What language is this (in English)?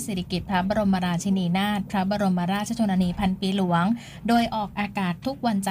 Thai